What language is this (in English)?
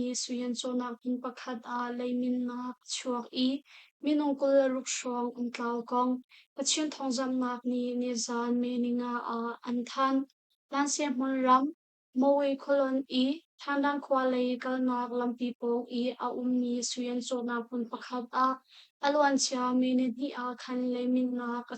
Hakha Chin